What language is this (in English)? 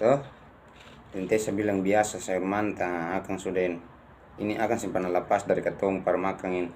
Ambonese Malay